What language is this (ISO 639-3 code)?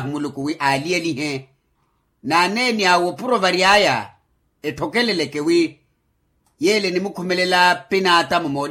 vmw